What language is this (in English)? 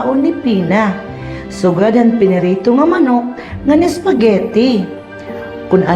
Waray